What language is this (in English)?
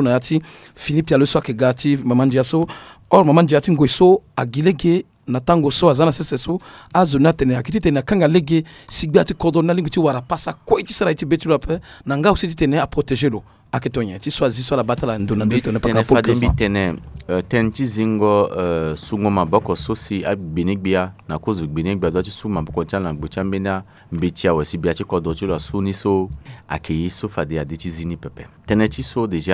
Sango